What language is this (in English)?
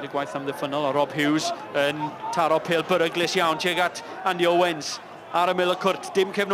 Welsh